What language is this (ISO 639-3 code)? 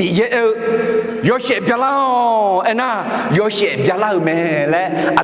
ahk